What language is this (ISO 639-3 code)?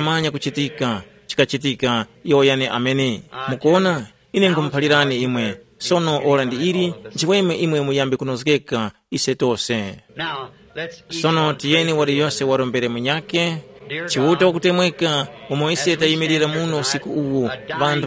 tum